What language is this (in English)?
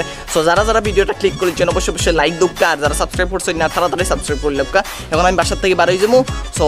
Sylheti